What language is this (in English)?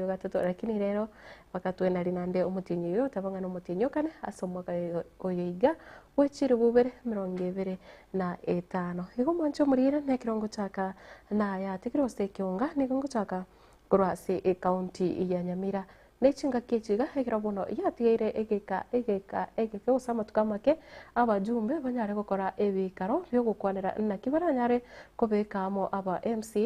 Gusii